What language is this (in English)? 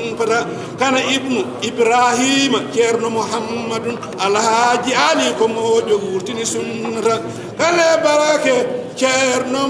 Fula